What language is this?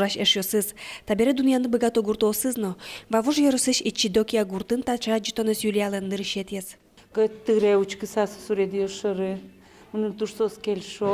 Udmurt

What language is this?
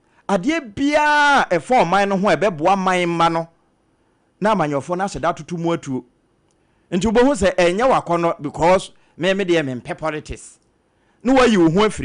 Akan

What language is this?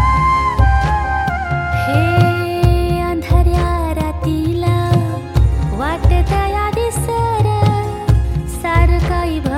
Marathi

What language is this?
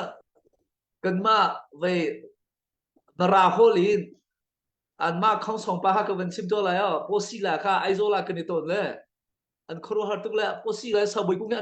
Hakha Chin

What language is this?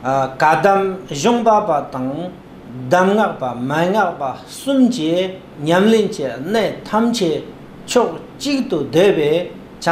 Tibetan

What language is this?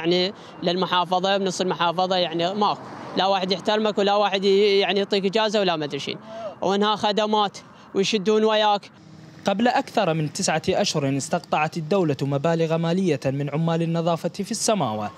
Mesopotamian Arabic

